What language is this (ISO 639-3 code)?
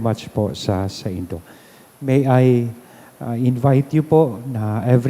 bik